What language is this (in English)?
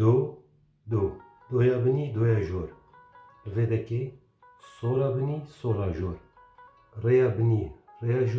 Kurdish